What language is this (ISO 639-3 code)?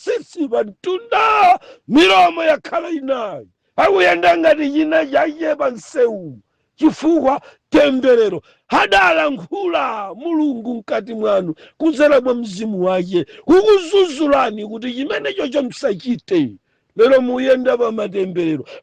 nya